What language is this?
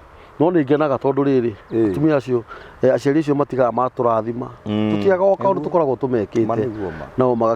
Kikuyu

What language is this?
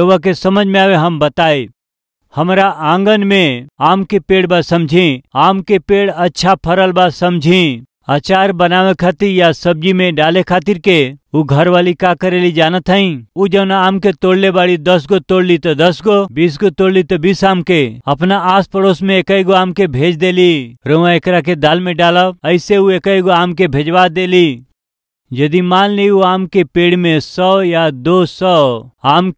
Bhojpuri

